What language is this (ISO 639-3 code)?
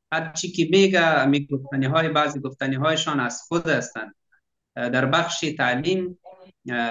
fas